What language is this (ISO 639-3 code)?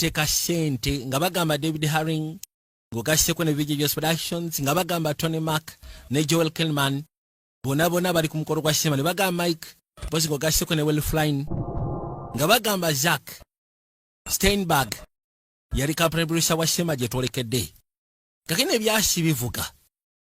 lug